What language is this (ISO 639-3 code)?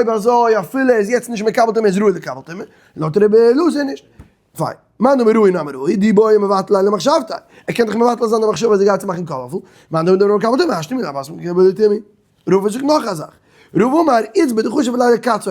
yid